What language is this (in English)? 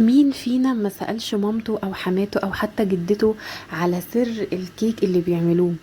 Egyptian Arabic